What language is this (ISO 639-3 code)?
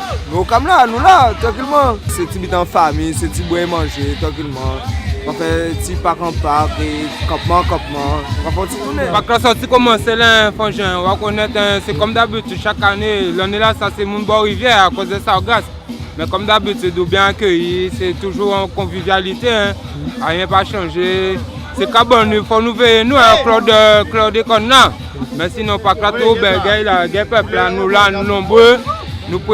gcf